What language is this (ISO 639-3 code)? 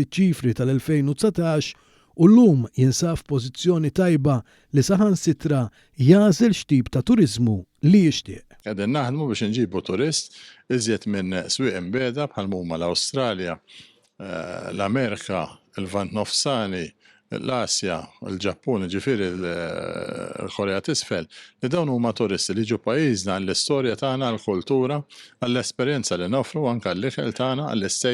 mlt